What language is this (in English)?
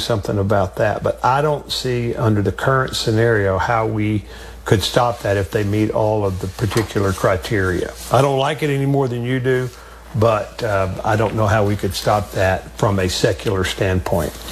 English